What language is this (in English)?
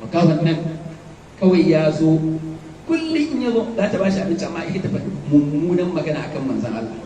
Hausa